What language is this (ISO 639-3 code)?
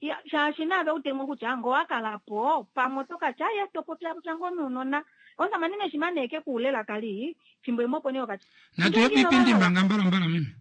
kua